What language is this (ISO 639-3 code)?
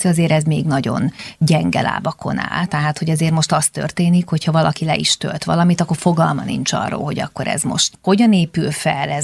hun